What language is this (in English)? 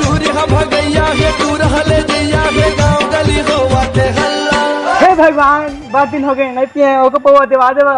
Chhattisgarhi